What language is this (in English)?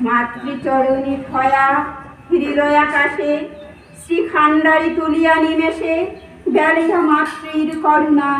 Bishnupriya